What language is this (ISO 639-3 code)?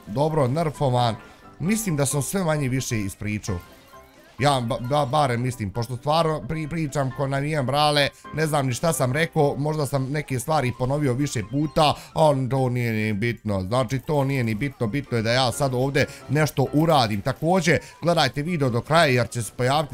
bos